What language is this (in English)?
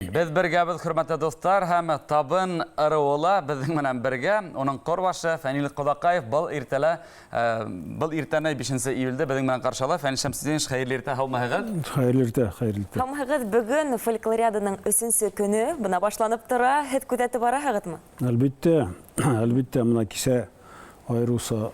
Bashkir